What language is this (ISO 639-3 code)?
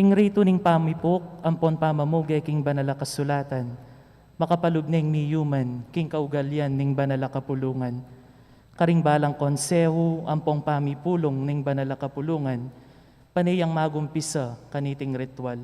pam